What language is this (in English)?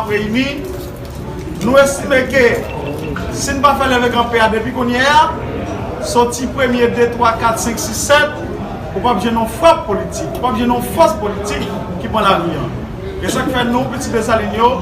Haitian Creole